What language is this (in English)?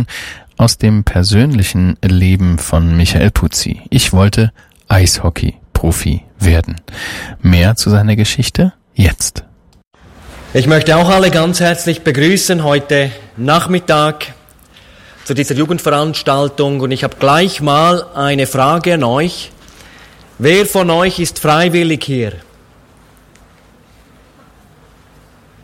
German